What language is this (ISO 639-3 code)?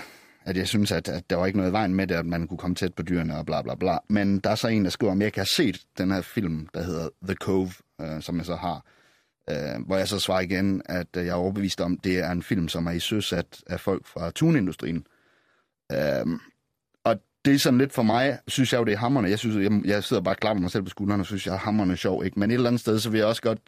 dan